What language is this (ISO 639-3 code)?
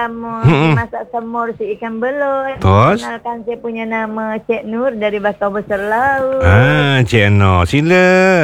msa